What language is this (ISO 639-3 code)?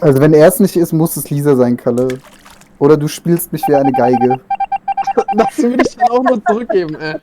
gsw